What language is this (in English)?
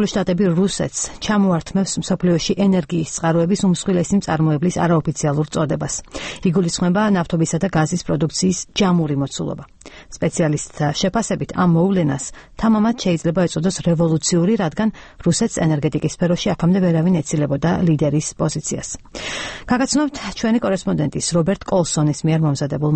Georgian